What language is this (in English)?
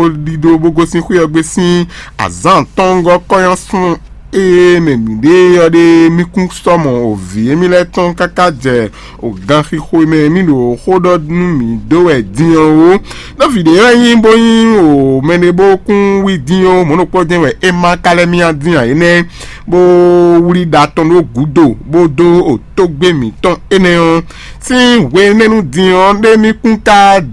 Fon